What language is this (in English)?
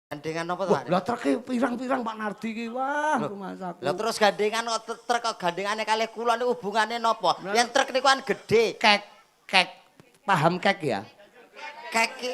Javanese